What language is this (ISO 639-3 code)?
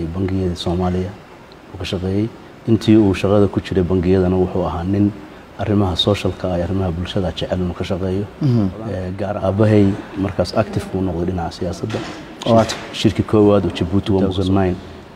som